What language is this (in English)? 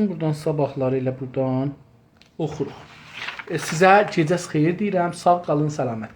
South Azerbaijani